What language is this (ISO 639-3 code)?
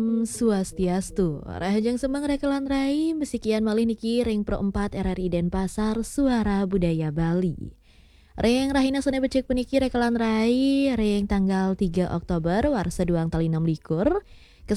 ban